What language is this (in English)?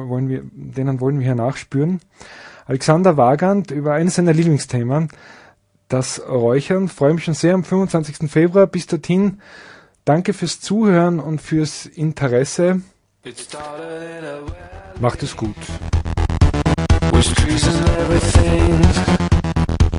German